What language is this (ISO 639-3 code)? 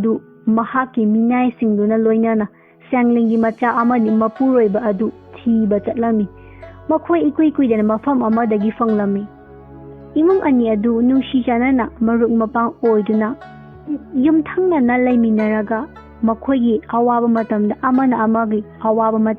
mni